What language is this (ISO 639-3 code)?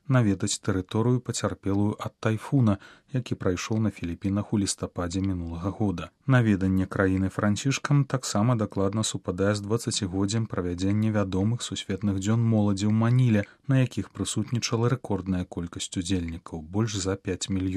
bel